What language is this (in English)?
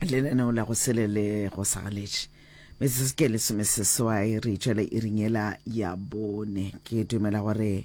Northern Sotho